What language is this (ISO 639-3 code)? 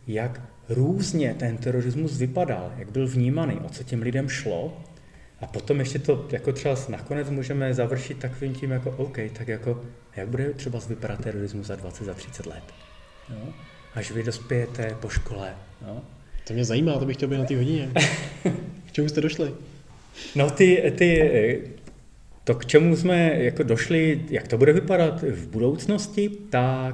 ces